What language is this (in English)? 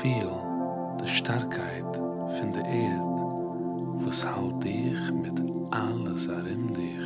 Yiddish